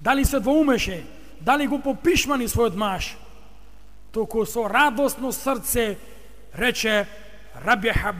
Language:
Macedonian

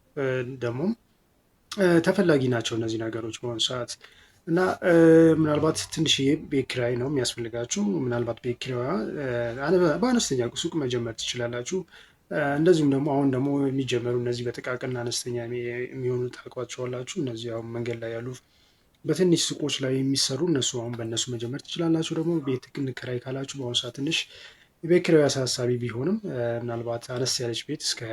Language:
Amharic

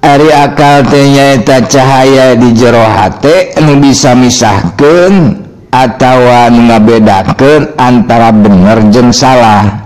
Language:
Sundanese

